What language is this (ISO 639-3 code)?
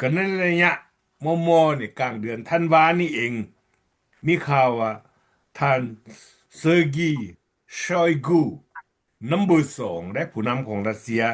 lao